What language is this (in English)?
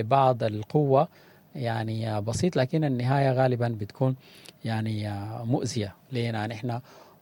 Sudanese Arabic